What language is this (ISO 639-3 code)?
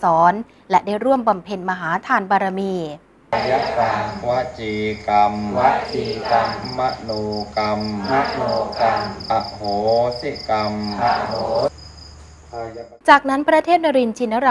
tha